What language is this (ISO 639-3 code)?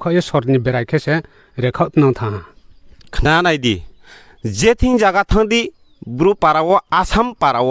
ria